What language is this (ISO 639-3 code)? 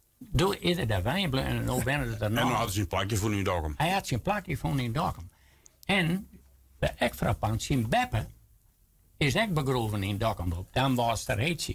fry